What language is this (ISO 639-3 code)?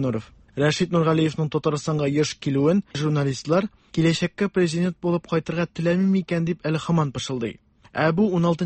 tat